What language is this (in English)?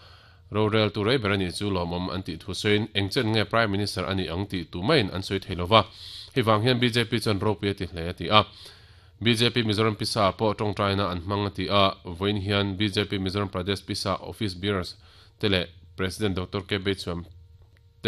Mizo